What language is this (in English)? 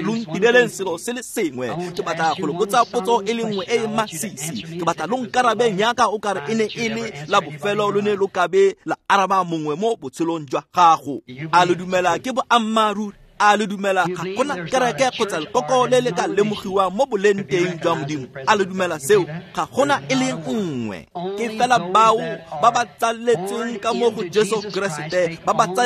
Tswana